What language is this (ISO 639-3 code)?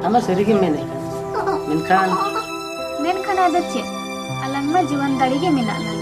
sat